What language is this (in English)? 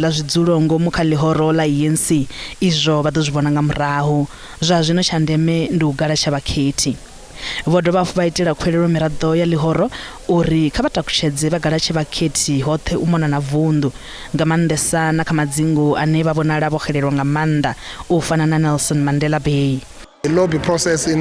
Venda